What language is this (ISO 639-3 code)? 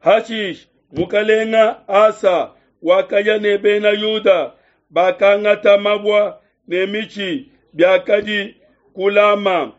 lua